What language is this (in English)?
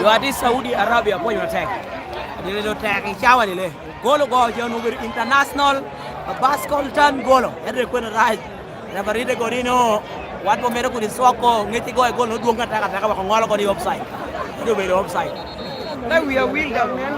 Lango (Uganda)